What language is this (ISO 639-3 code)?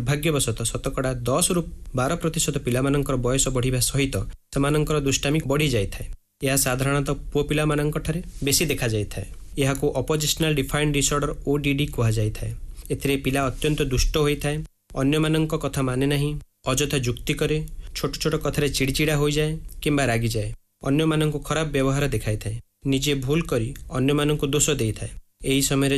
ori